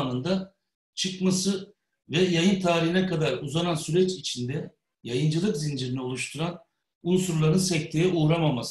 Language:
Turkish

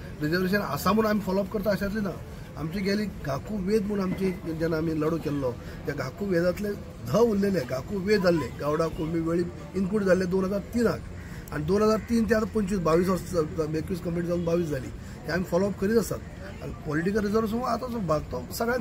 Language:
Konkani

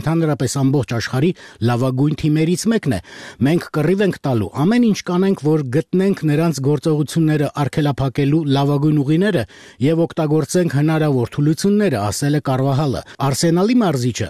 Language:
Armenian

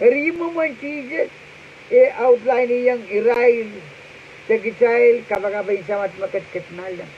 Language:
Pohnpeian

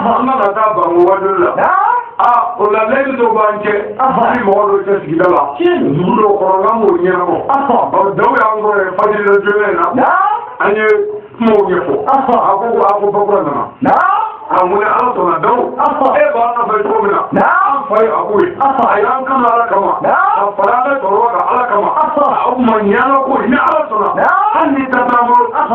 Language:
Bambara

